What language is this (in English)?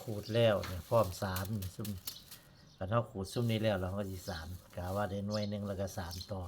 Northeastern Thai